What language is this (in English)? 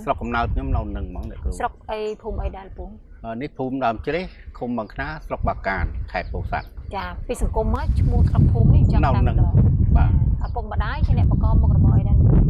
Khmer